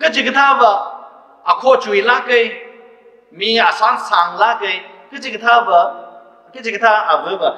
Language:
Tangkhul Naga (India)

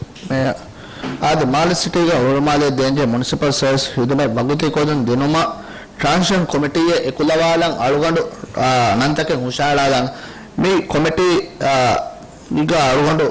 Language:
Divehi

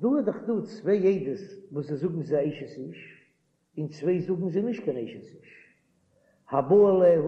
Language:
Yiddish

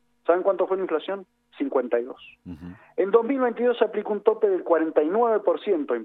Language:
Spanish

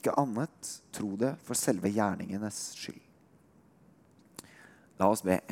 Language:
Norwegian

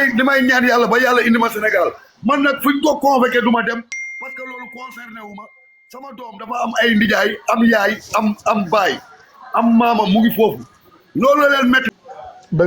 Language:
Wolof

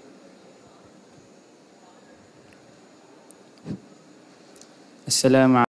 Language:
Malayalam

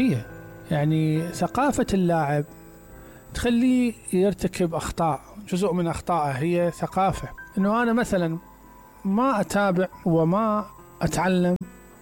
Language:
Mesopotamian Arabic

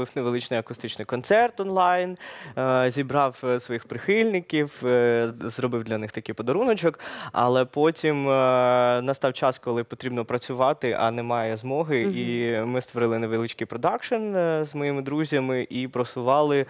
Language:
Ukrainian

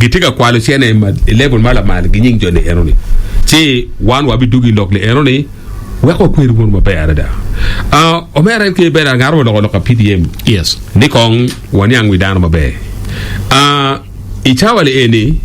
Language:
Acoli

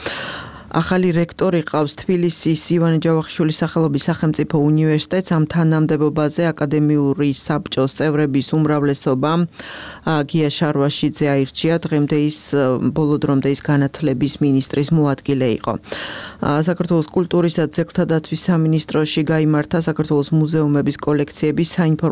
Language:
Georgian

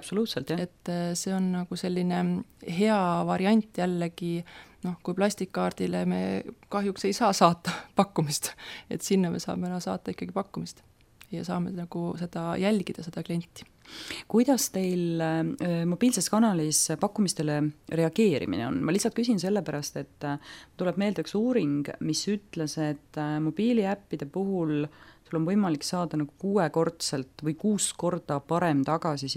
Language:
Estonian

